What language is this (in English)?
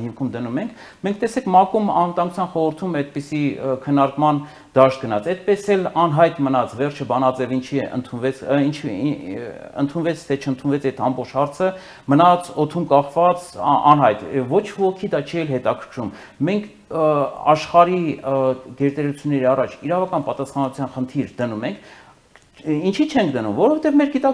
Armenian